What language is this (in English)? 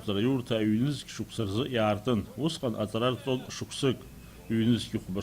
Abkhazian